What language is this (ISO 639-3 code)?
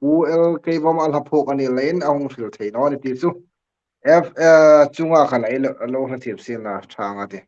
hmr